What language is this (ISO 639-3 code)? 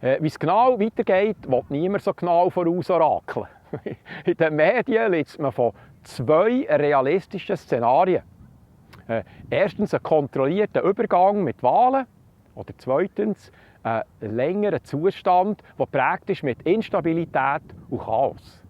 gsw